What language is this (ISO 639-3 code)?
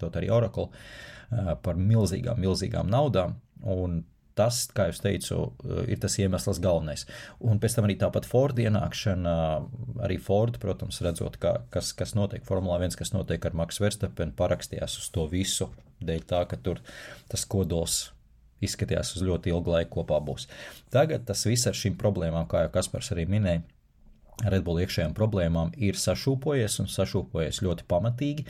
lav